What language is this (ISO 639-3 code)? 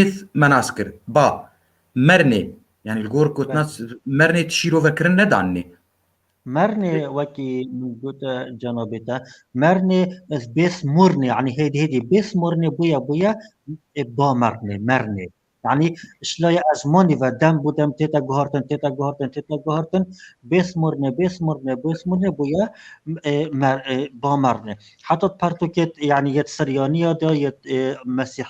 kur